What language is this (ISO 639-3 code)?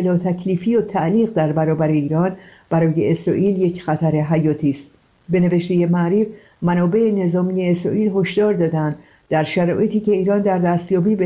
fas